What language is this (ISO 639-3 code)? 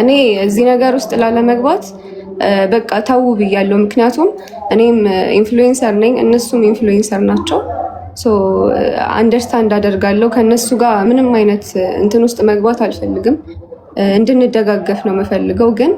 amh